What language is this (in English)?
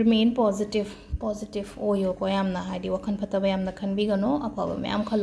Manipuri